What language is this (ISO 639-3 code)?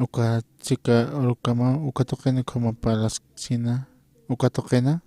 aym